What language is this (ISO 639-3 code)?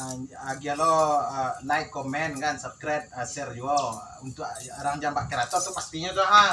min